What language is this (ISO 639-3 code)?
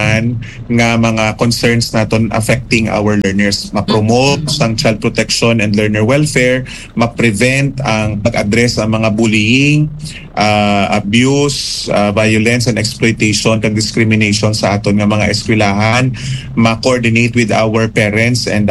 hil